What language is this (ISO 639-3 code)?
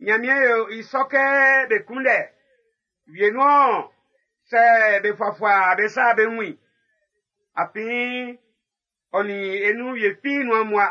bci